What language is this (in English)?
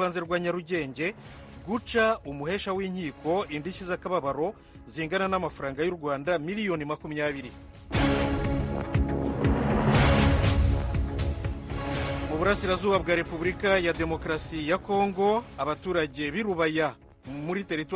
Kinyarwanda